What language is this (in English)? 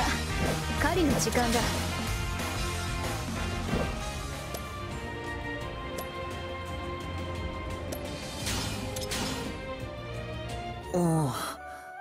Japanese